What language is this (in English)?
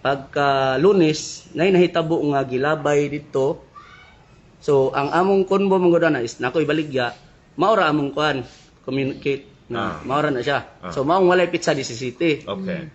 Cebuano